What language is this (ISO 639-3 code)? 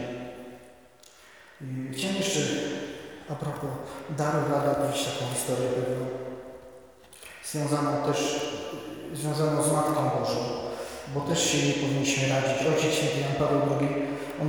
pol